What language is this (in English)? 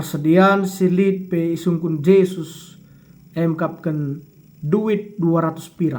Batak Karo